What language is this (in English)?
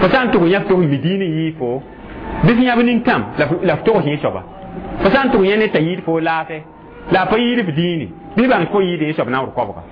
Mossi